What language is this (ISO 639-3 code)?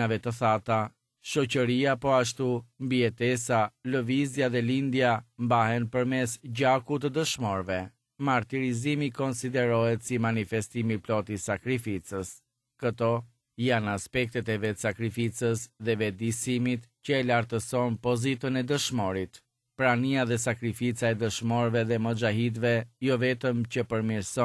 sqi